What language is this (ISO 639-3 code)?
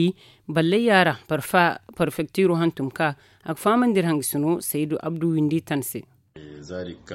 dje